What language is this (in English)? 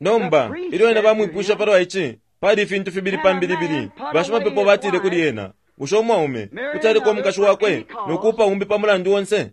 Bemba